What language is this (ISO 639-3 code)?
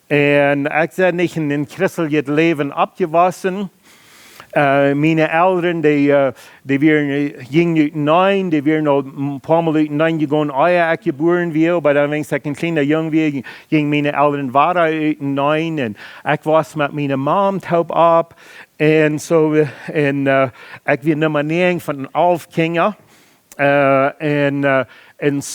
pdt